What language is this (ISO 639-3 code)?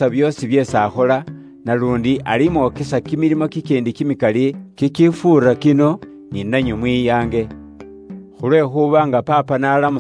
luy